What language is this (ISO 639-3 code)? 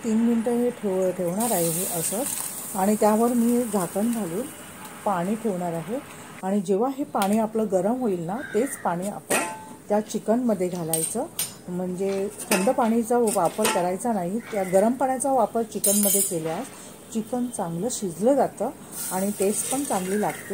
mar